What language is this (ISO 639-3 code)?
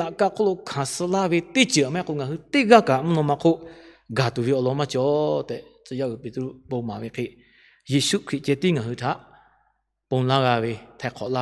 lhu